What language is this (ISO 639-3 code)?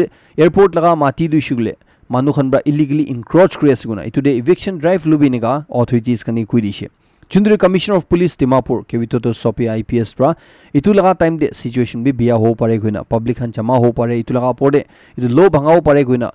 nag